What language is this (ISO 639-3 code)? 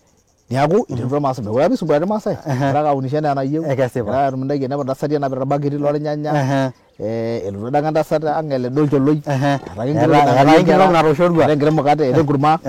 mas